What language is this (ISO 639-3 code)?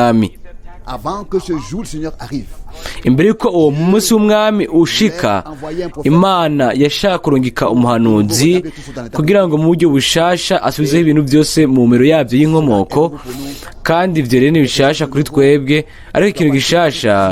run